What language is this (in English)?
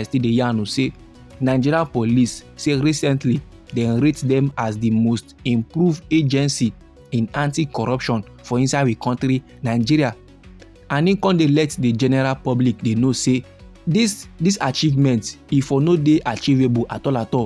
Nigerian Pidgin